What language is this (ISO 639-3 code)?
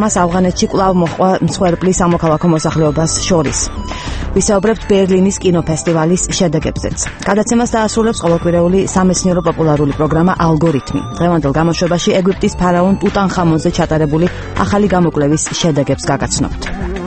kat